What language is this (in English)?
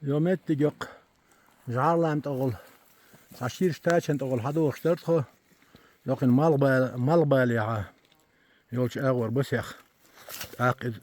Chechen